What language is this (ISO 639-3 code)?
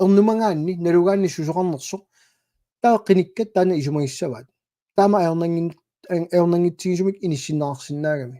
kal